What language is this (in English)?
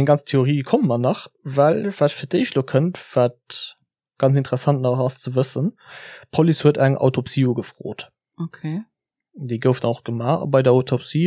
Luxembourgish